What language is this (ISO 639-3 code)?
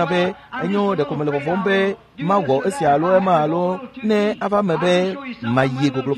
ewe